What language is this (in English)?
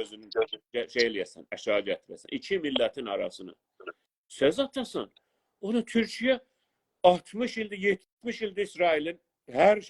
South Azerbaijani